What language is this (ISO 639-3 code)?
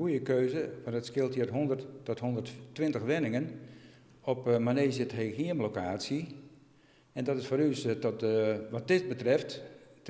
fry